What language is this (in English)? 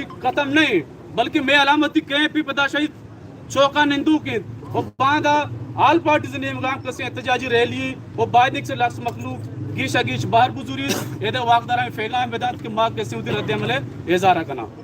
Baluchi